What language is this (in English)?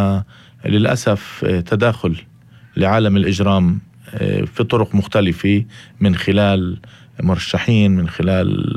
North Levantine Arabic